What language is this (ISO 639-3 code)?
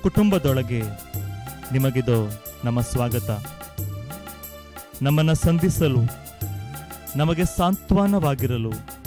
kan